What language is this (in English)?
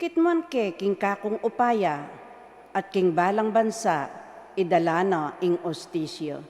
Pampanga